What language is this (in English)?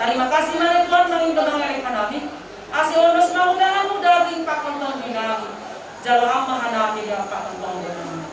Batak Simalungun